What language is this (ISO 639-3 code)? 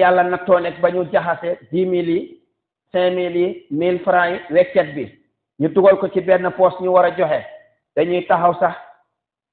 wol